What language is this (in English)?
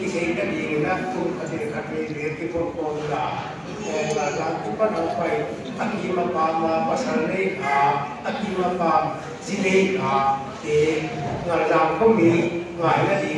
Paite Chin